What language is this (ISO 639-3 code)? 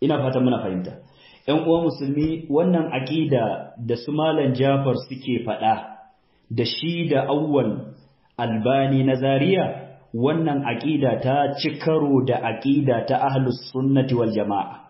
hau